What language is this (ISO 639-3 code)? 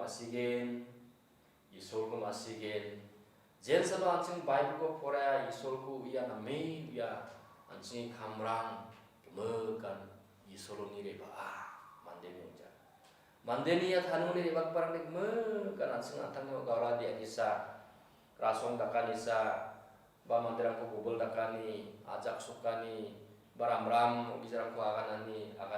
grt